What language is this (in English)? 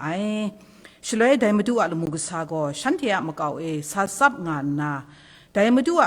Kachin